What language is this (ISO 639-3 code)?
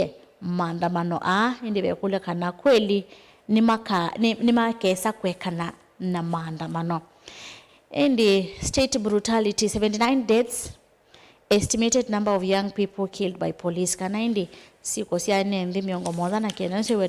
kam